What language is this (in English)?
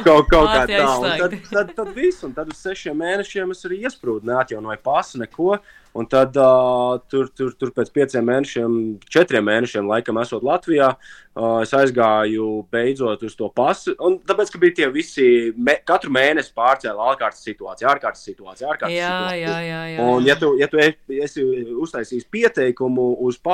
Latvian